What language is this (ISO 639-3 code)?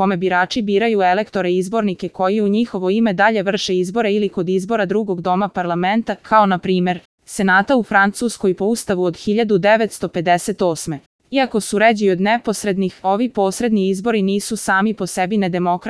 srp